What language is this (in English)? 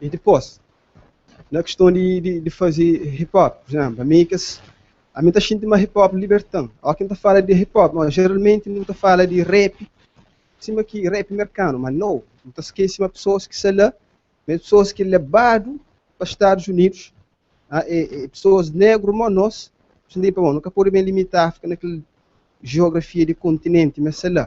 Kabuverdianu